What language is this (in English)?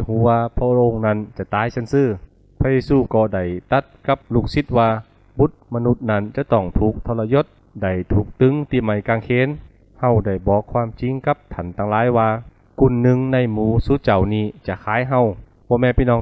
Lü